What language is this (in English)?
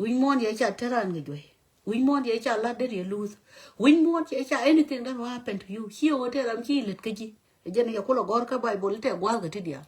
Nuer